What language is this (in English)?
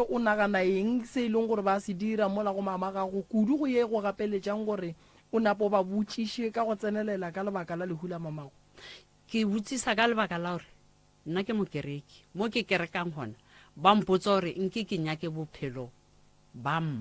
Northern Sotho